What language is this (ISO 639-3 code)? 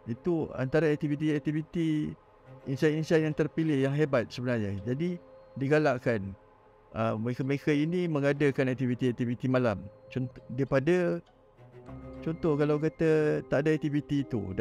msa